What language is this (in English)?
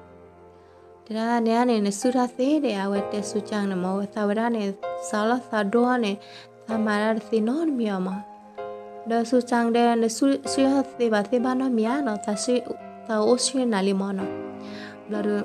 S'gaw Karen